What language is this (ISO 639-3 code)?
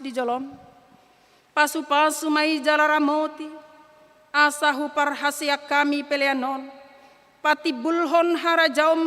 bbc